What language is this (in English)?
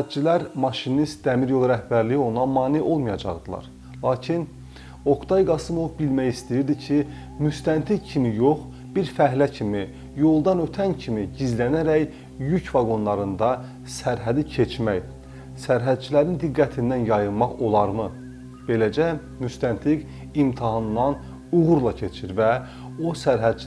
Azerbaijani